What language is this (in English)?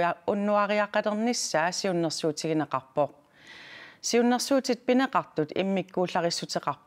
Kalaallisut